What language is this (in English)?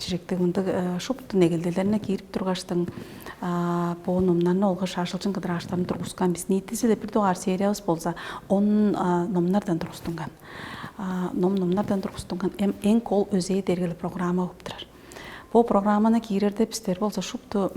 Tuvinian